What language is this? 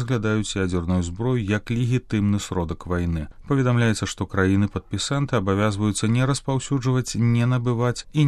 Belarusian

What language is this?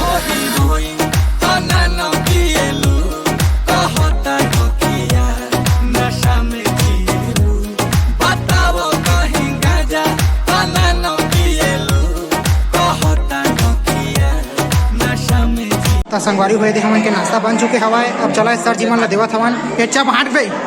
Chhattisgarhi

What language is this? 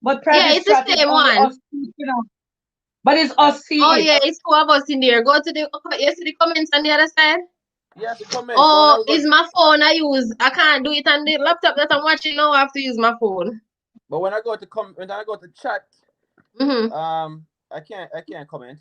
Jamaican Creole English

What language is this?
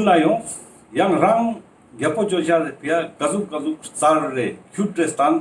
Ladakhi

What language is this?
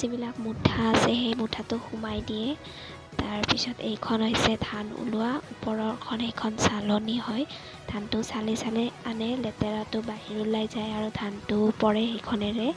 Assamese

